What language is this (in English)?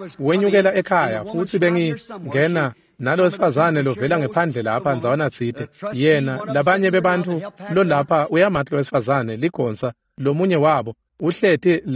Swati